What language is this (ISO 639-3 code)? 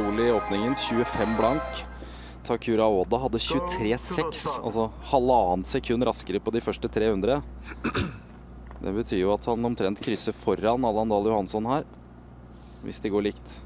nor